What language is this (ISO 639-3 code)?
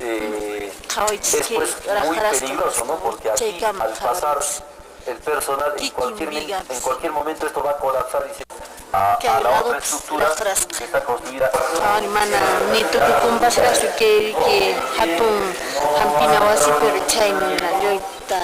que